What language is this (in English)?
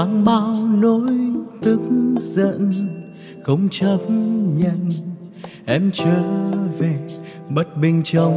Vietnamese